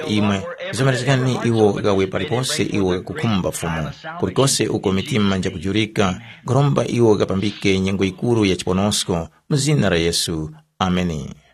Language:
Tumbuka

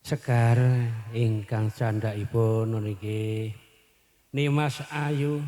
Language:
Javanese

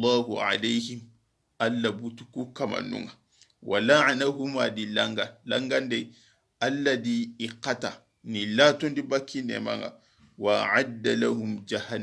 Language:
Soninke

